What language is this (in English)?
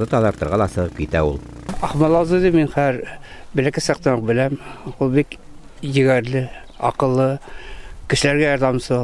Bashkir